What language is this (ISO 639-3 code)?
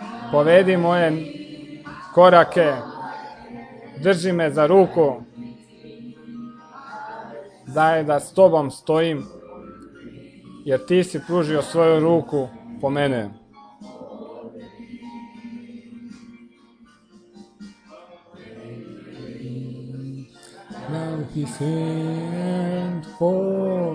hrv